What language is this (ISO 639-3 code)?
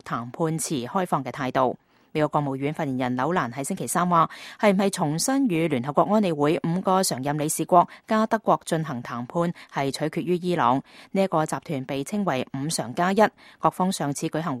yue